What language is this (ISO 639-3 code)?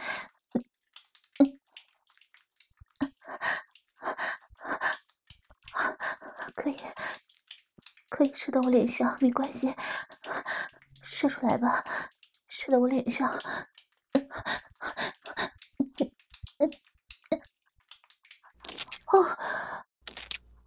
zho